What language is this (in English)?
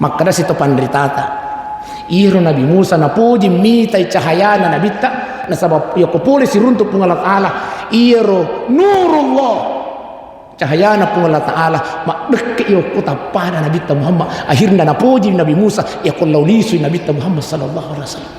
Buginese